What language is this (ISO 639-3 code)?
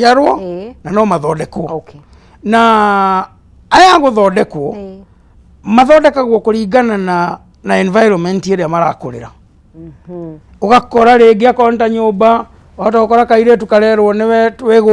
kik